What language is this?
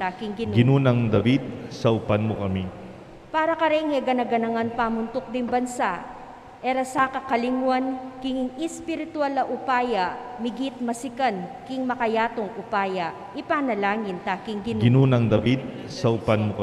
Pampanga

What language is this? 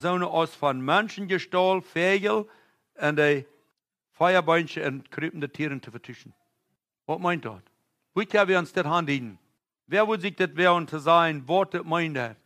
Plautdietsch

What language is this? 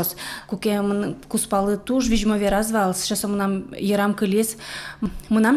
Udmurt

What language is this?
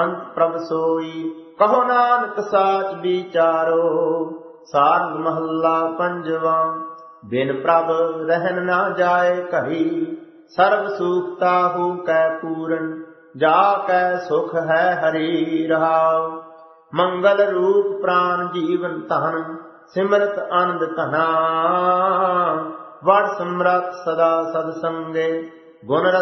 Punjabi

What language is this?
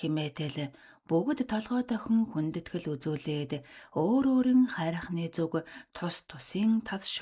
Mongolian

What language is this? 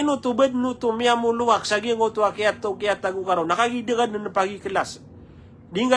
Maranao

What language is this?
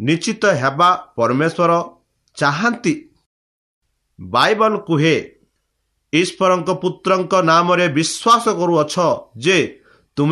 Odia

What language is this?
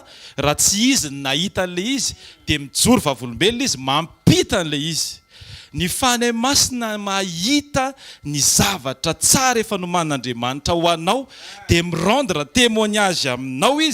Malagasy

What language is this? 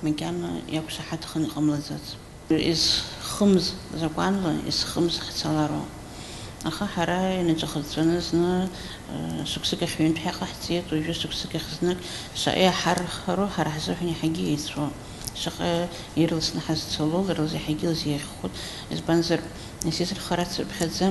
Abkhazian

